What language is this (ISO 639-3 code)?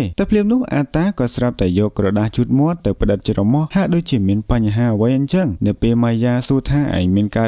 khm